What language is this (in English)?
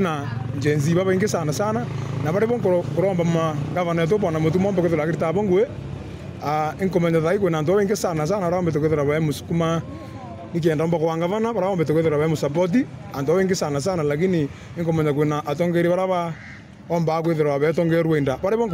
Meru